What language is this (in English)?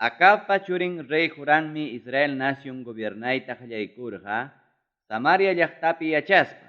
Ayacucho Quechua